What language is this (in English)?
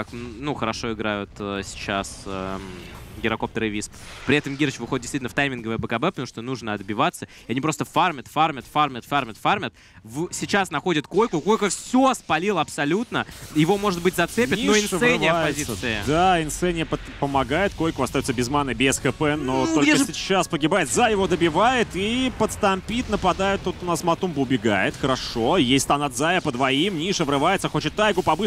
Russian